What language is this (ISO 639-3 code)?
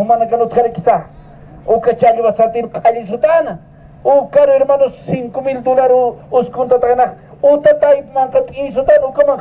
aym